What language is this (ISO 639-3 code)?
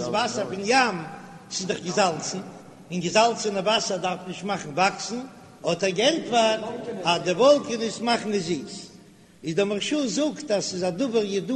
yid